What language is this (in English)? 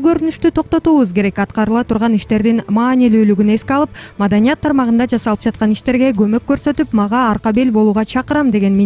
Kyrgyz